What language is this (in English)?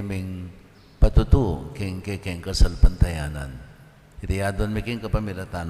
Pampanga